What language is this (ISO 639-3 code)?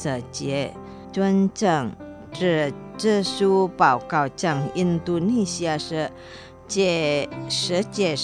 zho